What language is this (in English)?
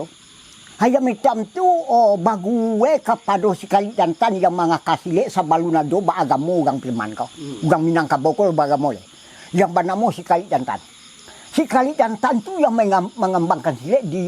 Minangkabau